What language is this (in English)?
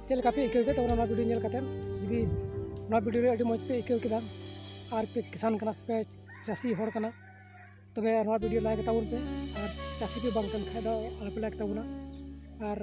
Santali